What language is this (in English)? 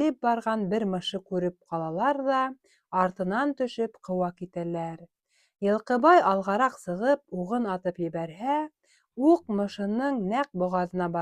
Bashkir